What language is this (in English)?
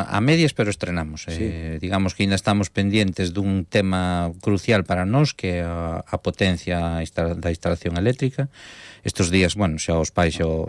Galician